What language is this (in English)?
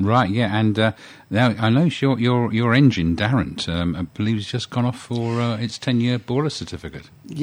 English